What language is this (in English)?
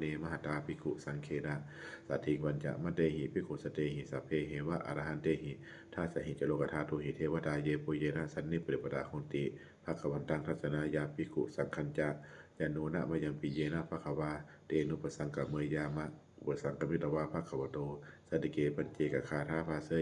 Pali